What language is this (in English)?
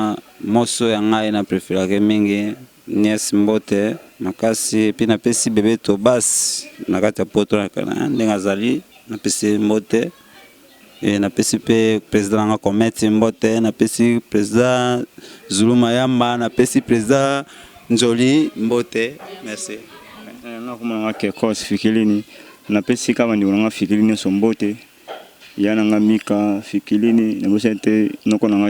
Lingala